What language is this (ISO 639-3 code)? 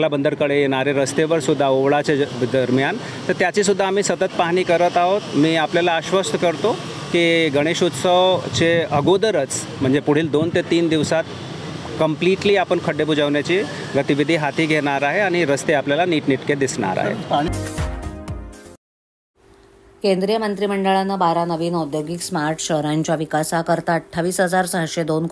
mar